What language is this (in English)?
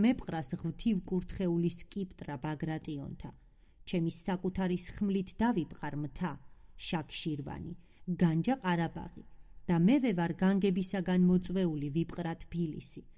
Georgian